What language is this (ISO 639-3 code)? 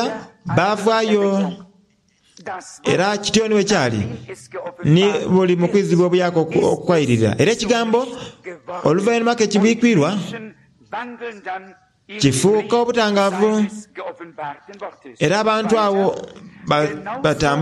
xog